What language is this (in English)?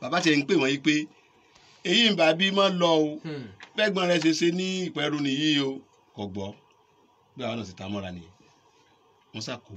Yoruba